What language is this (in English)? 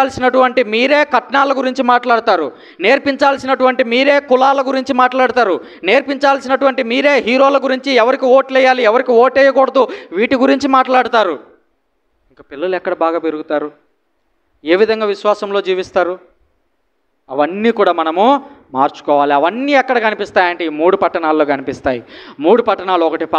Telugu